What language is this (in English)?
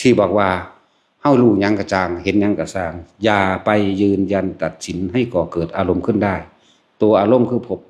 Northeastern Thai